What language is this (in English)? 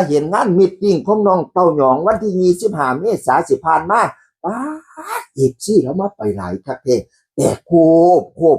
Northeastern Thai